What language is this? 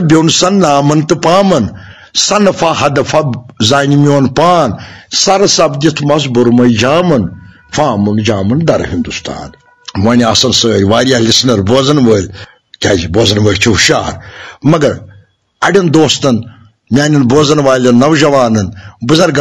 Kashmiri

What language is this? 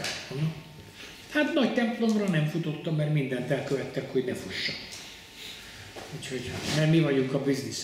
Hungarian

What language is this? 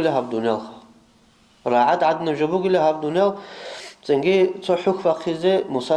Avaric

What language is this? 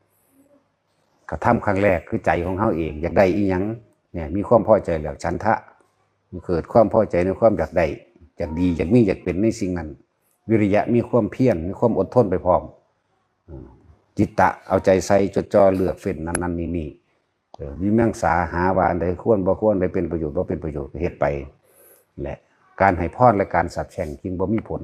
Northeastern Thai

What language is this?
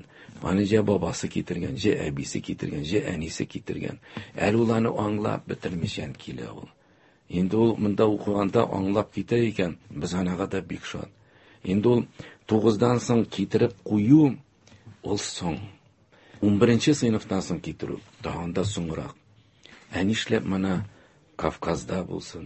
Tatar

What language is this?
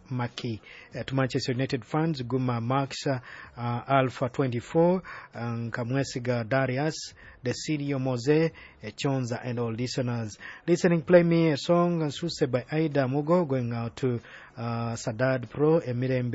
Nyoro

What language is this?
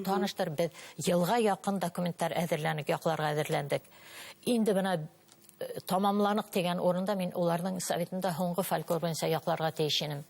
Bashkir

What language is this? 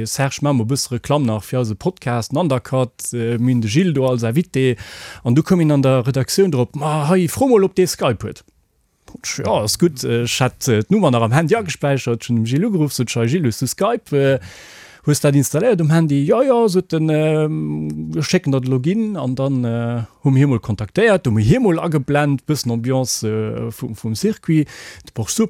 Luxembourgish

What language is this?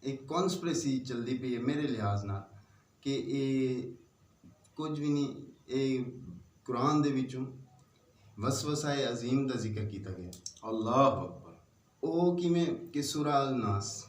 Saraiki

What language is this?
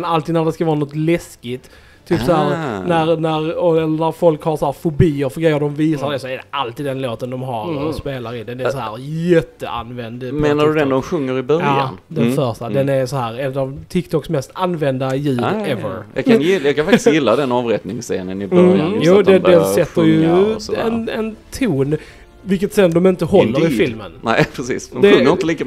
Swedish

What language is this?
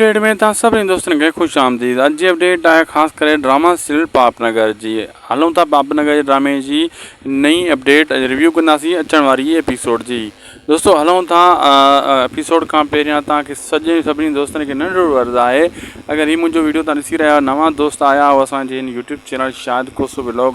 Sindhi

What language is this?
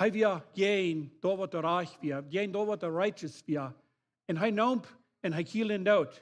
Plautdietsch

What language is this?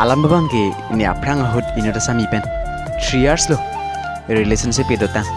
Karbi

